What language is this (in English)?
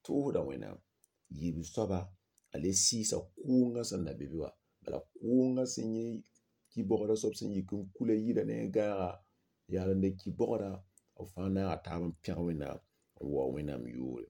Mossi